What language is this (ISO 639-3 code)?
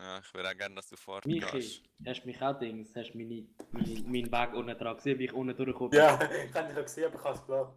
gsw